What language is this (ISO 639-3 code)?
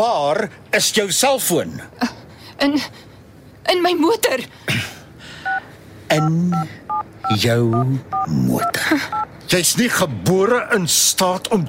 afr